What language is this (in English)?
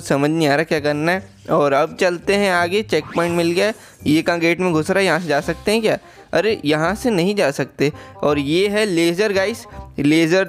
Hindi